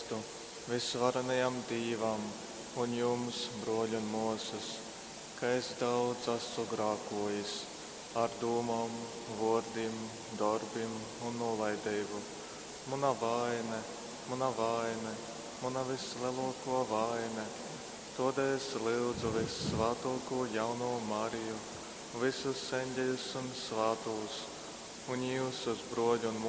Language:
Latgalian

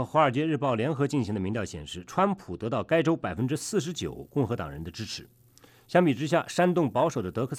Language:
Chinese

